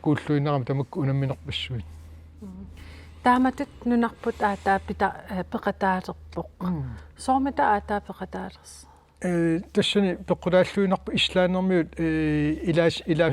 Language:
Kalaallisut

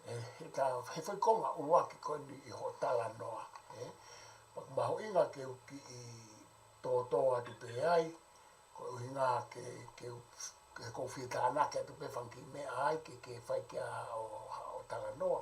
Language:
Tongan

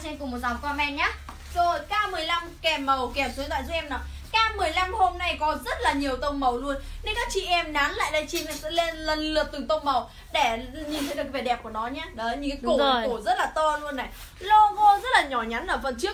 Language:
Vietnamese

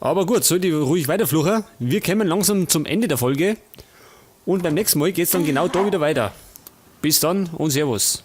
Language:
Bavarian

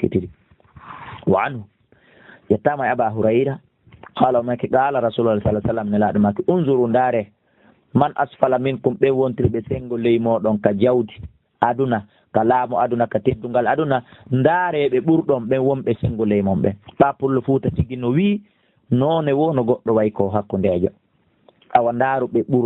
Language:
Fula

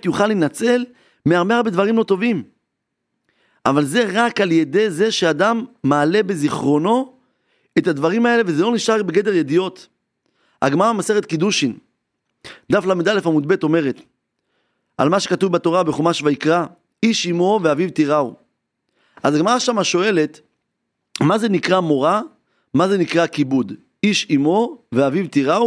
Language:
Hebrew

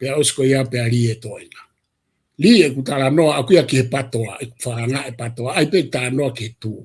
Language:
Tongan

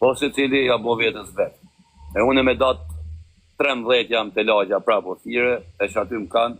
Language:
Albanian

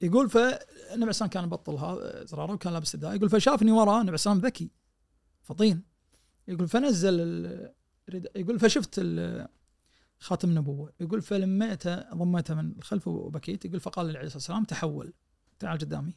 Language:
Najdi Arabic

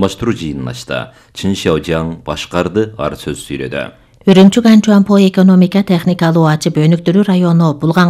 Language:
Kyrgyz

